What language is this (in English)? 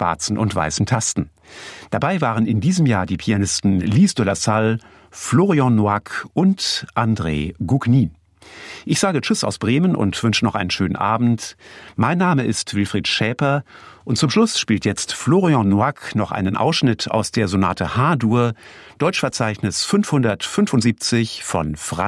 German